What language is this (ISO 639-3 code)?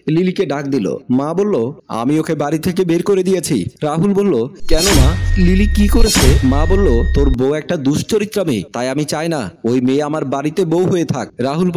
ben